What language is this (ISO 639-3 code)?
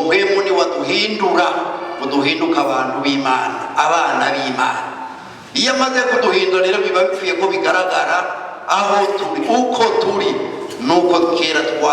run